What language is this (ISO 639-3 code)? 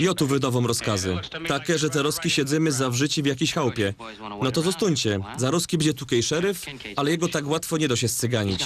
szl